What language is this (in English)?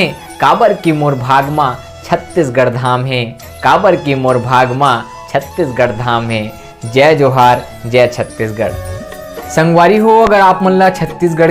Chhattisgarhi